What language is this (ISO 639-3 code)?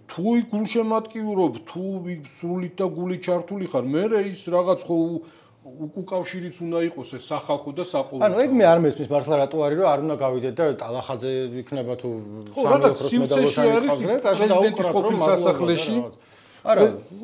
kat